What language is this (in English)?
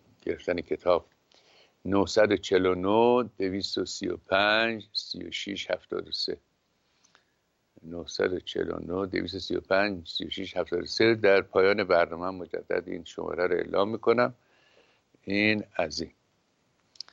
Persian